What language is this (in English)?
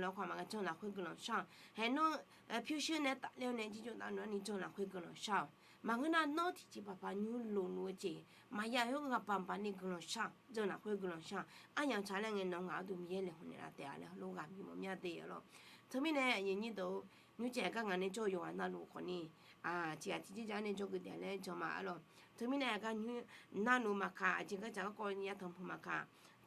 Akha